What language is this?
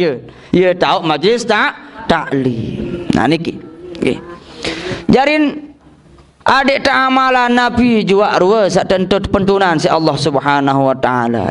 Sasak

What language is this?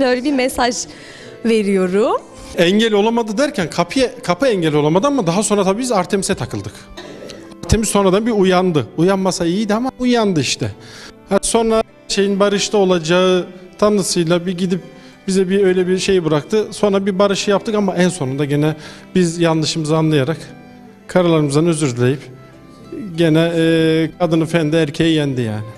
Turkish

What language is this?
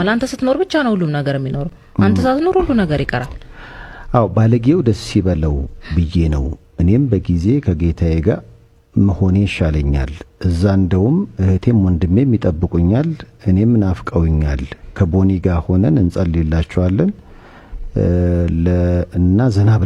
Amharic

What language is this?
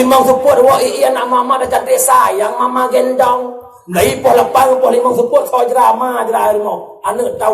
Achinese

